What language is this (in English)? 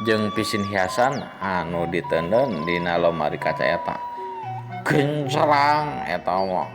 Sundanese